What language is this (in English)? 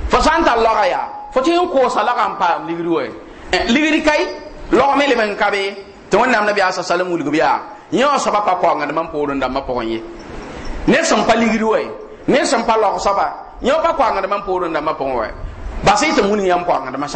Mossi